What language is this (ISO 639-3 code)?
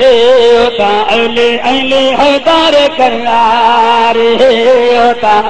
skr